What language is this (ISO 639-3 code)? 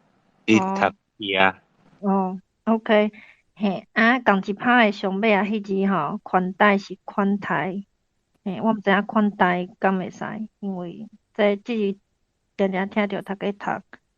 nan